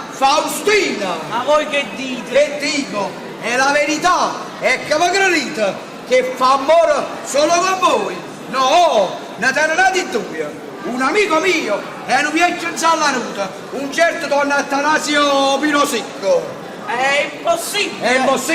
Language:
Neapolitan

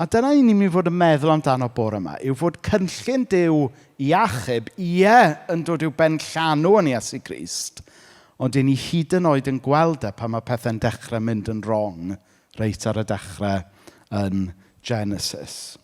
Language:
Welsh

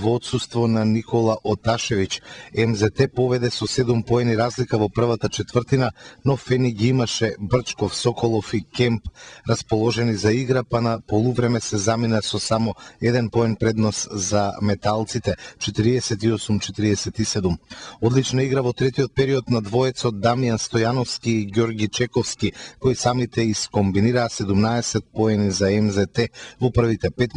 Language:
Macedonian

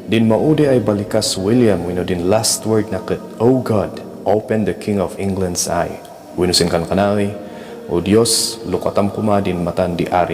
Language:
Kankanaey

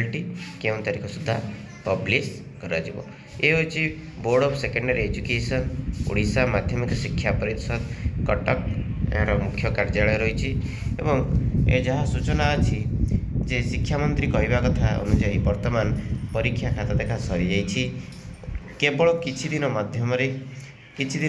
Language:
Odia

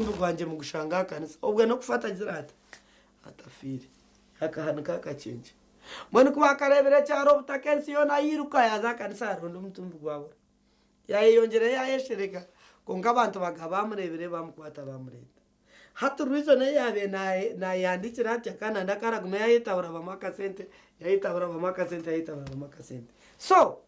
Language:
Nyankole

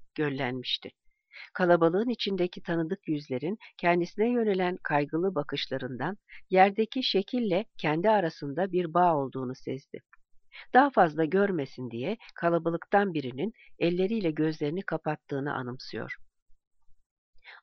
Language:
Turkish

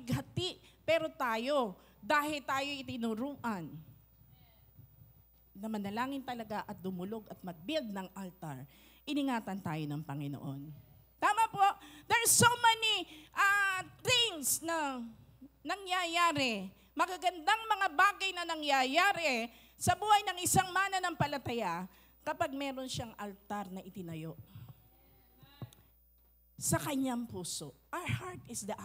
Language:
Filipino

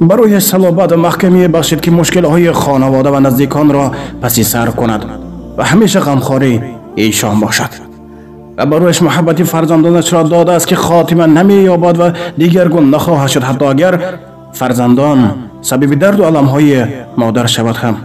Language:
Tajik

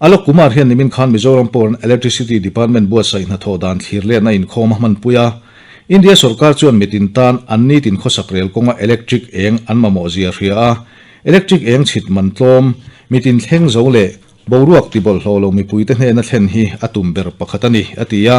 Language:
Mizo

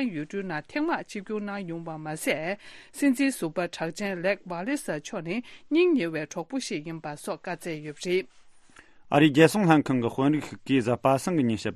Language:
Tibetan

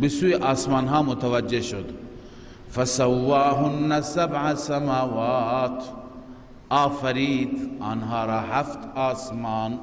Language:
Persian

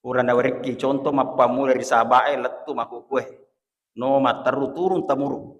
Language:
Buginese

